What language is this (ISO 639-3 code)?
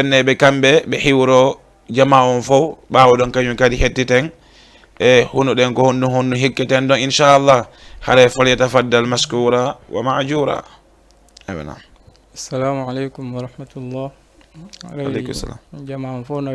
ful